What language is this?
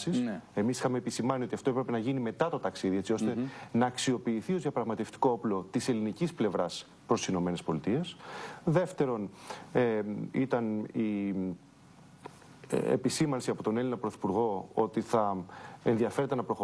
Greek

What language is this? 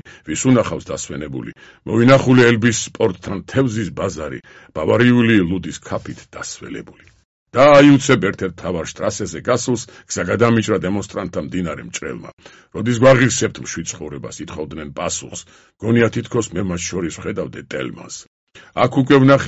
Georgian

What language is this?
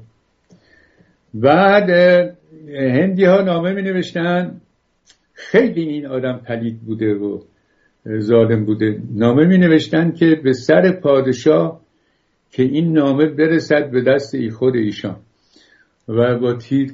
Persian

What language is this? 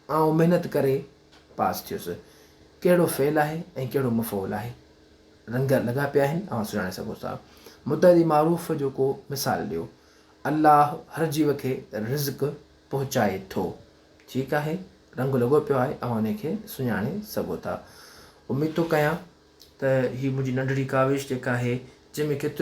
Sindhi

